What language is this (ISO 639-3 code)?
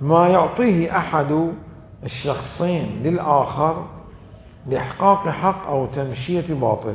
acm